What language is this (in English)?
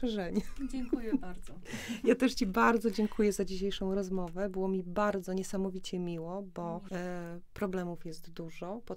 Polish